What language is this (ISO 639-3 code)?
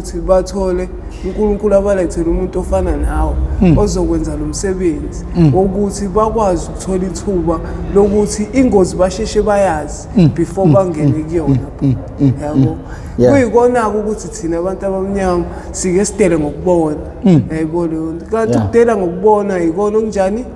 zul